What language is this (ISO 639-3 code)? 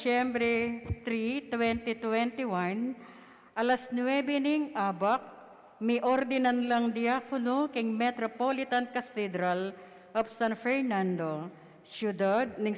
pam